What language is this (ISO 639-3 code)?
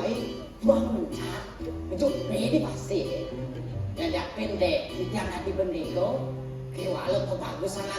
ban